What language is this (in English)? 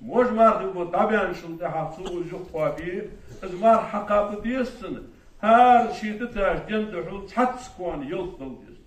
Ingush